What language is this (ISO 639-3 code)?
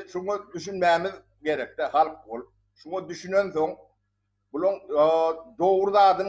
tuk